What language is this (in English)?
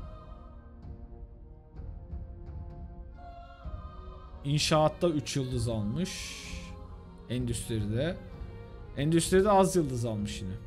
Turkish